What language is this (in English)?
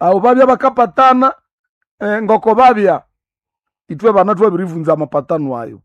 Nande